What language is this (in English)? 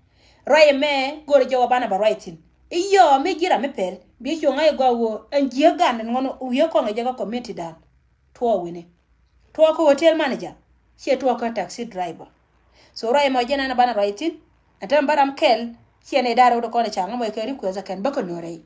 Nuer